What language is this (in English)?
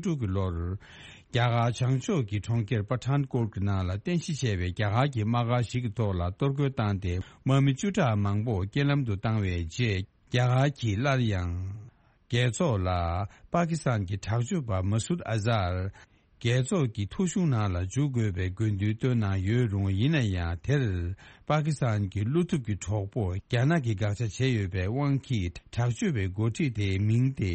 Tibetan